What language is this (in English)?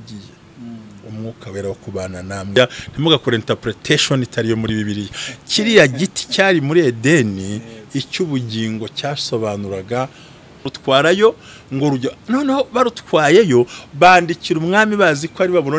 Kinyarwanda